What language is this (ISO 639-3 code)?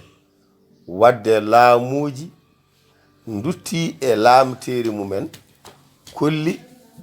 ful